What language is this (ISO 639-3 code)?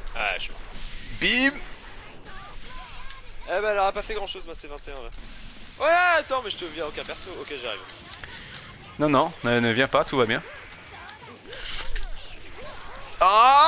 fra